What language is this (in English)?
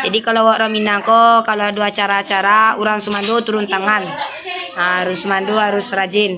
Minangkabau